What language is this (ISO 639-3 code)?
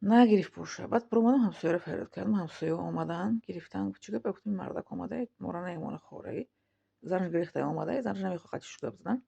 tgk